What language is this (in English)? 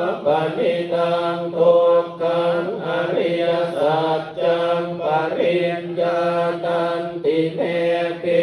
Pali